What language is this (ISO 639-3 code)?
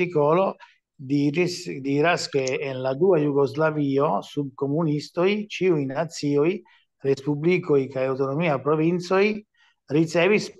epo